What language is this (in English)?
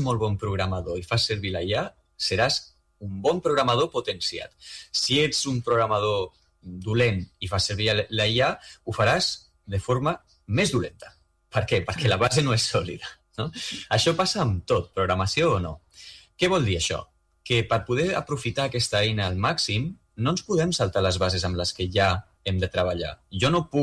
Catalan